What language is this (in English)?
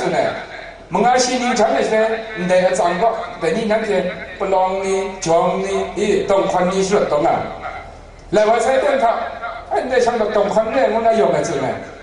Kachin